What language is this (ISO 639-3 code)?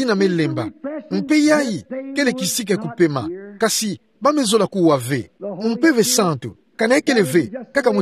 ktu